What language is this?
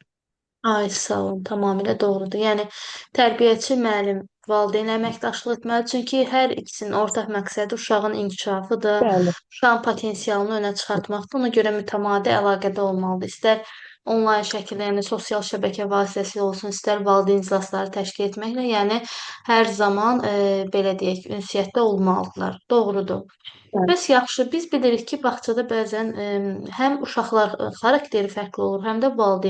Azerbaijani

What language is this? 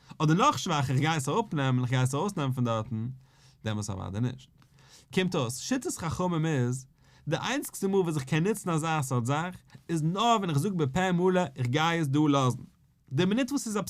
Yiddish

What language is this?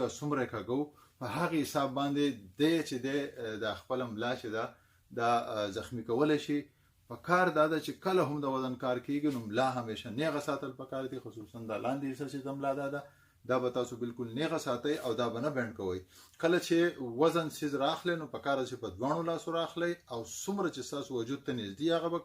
Pashto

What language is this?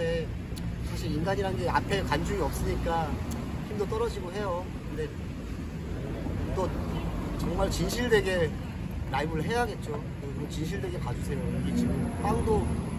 Korean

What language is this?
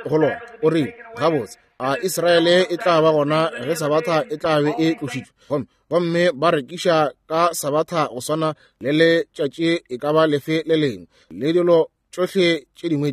Northern Sotho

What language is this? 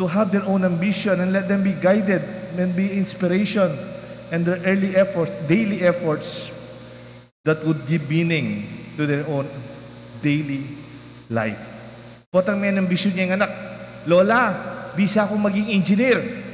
Pampanga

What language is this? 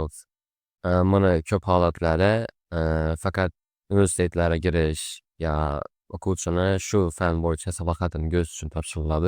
Uzbek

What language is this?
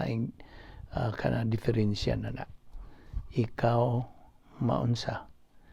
Cebuano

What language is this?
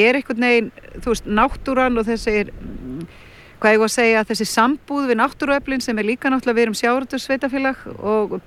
Icelandic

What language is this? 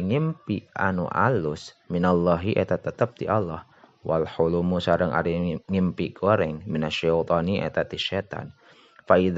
Sundanese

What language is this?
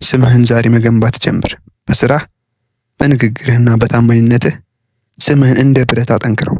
Amharic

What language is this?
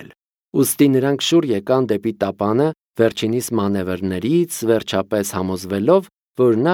Armenian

